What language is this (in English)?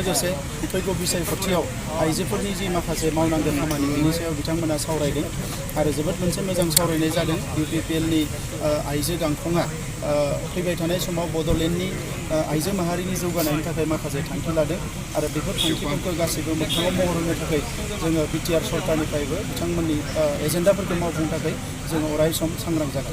Bodo